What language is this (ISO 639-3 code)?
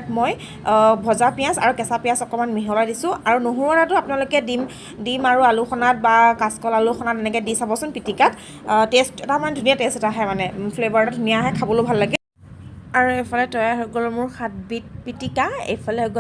asm